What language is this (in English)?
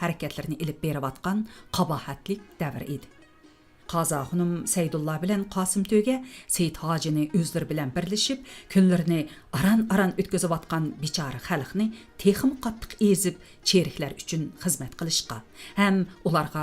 Uyghur